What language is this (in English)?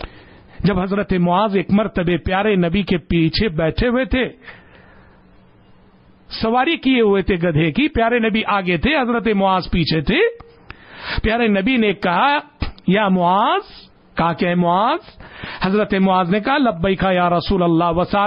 Urdu